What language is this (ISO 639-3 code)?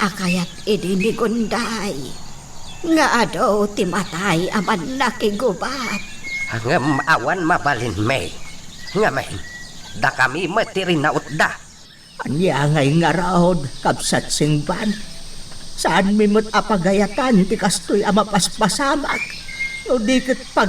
ilo